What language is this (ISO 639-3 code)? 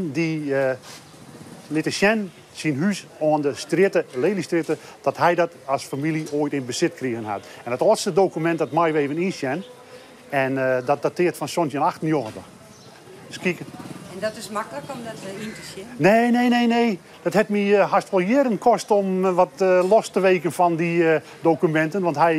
fry